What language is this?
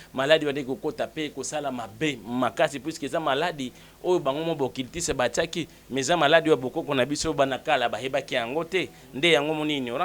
Lingala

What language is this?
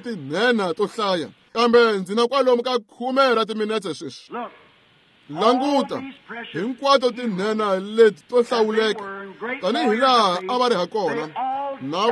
Tsonga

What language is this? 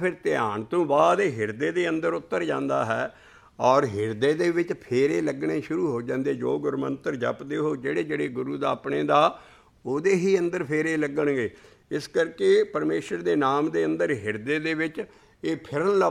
Punjabi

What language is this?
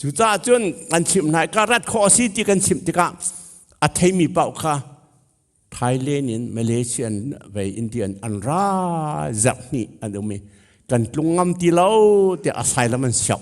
Hakha Chin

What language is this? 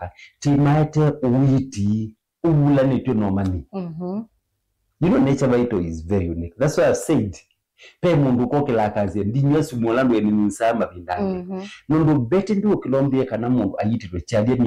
Kamba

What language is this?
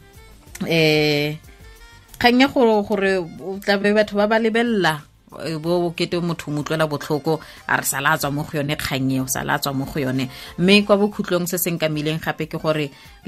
Tswana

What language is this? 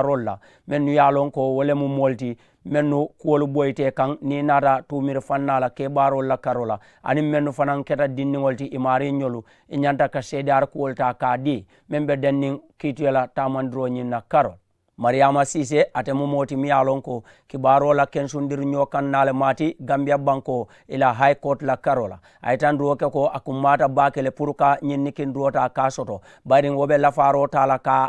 Mandingo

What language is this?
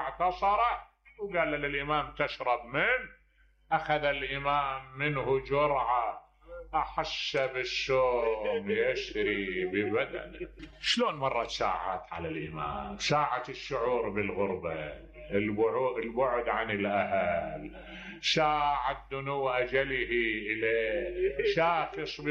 Mesopotamian Arabic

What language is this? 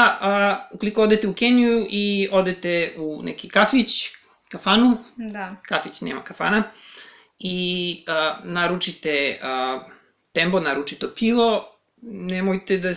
Serbian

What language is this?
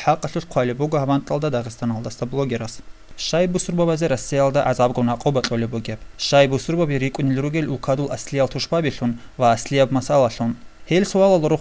Avaric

